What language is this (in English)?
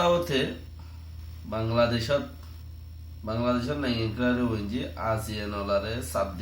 Rohingya